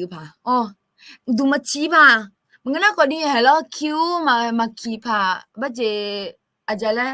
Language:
Akha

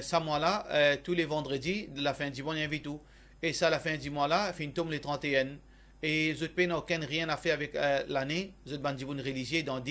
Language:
Morisyen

